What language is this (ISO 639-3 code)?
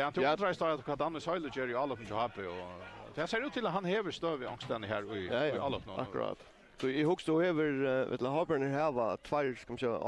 fao